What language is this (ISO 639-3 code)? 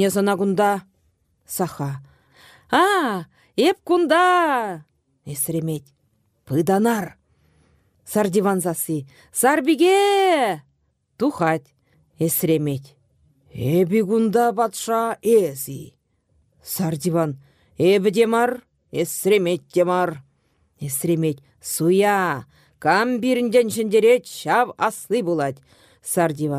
chv